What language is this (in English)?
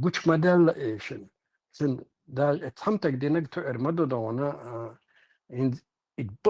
Chechen